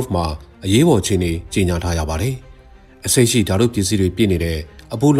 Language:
Burmese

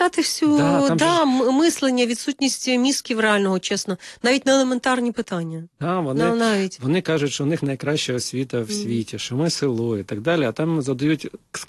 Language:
Ukrainian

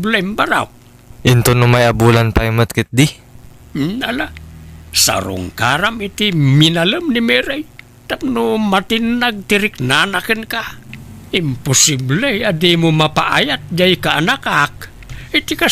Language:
Iloko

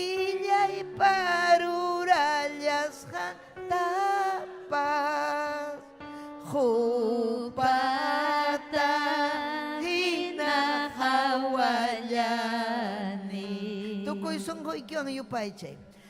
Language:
Ayacucho Quechua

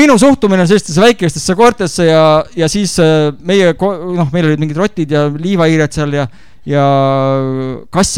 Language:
Estonian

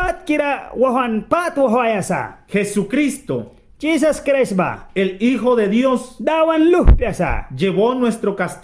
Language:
Mískito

